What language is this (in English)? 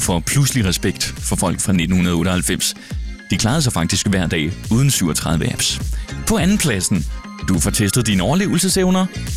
Danish